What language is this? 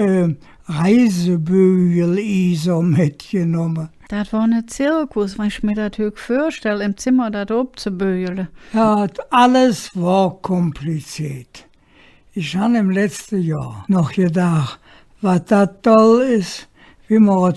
Colognian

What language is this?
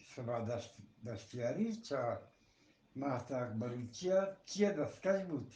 Eastern Balochi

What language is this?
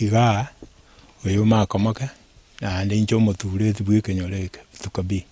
Gusii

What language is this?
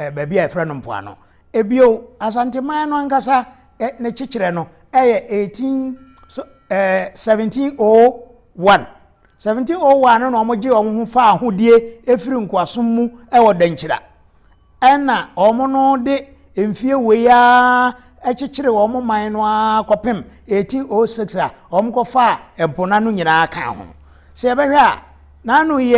Akan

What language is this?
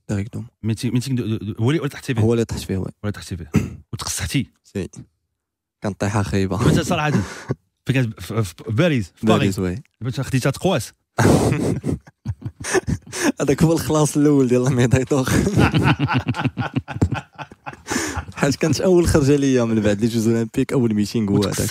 Moroccan Arabic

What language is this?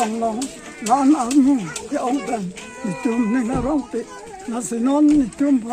Karbi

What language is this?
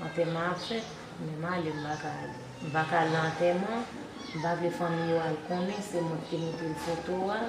Haitian Creole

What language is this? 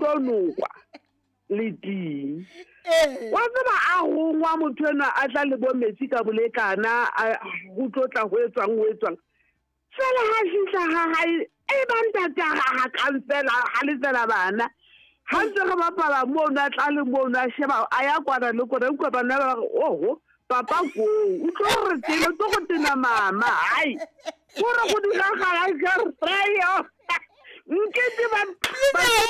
Southern Sotho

